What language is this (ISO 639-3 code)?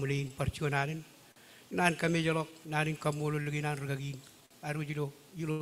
mah